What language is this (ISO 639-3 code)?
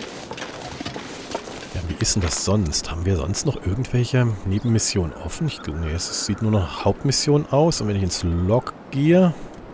deu